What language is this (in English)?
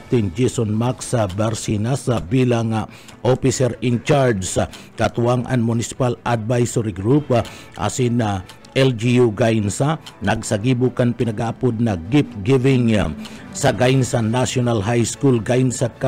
Bikol